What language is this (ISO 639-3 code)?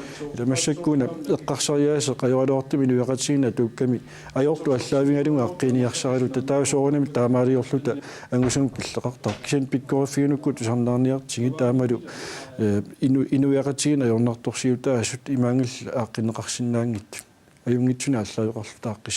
kal